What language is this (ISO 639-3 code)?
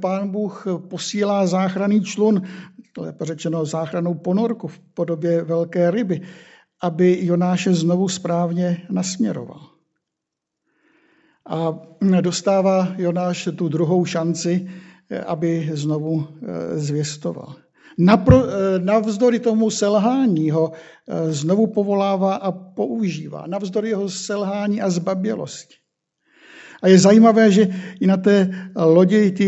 ces